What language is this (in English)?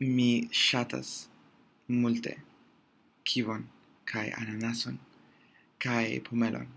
Esperanto